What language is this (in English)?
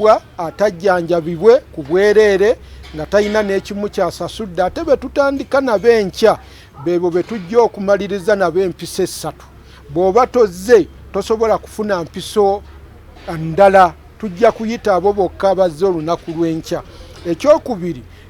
Ganda